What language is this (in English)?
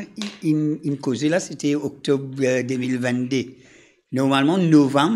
Morisyen